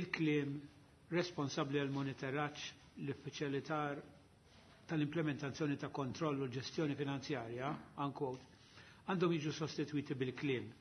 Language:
Maltese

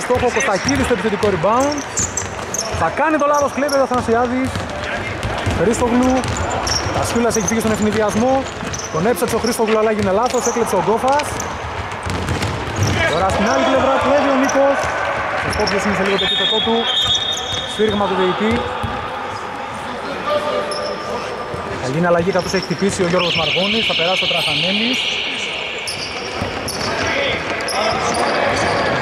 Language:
Greek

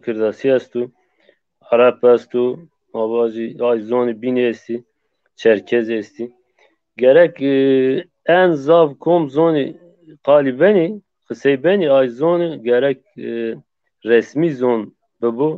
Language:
Zaza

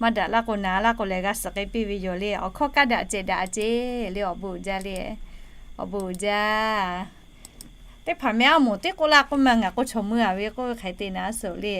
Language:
Lahu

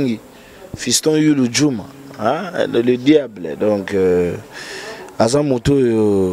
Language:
Lingala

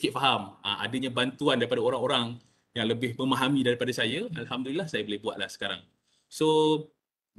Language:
Malay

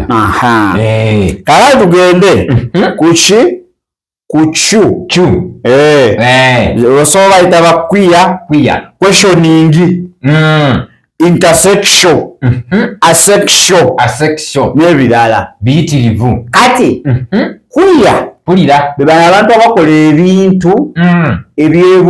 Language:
Ganda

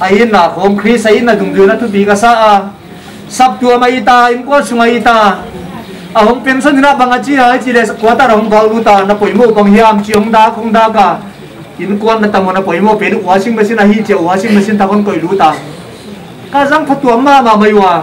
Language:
Paite Chin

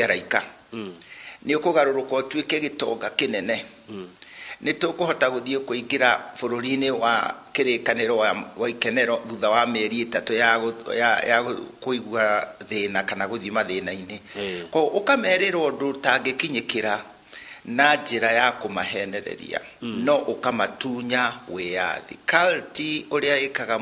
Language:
Kikuyu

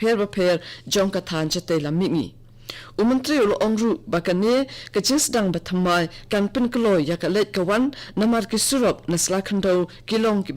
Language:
Khasi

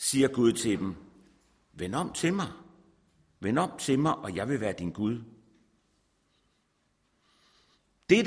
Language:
Danish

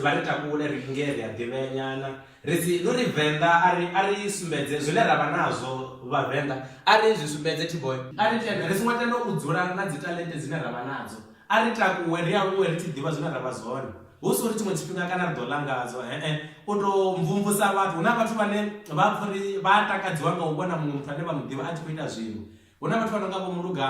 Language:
Venda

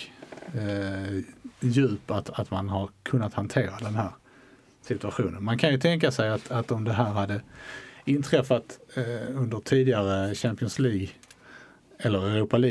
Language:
Swedish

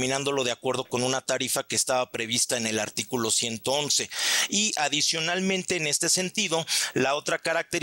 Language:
Spanish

